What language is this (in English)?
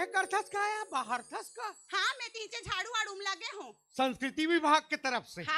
Chhattisgarhi